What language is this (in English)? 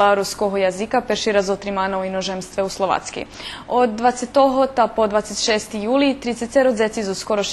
Rusyn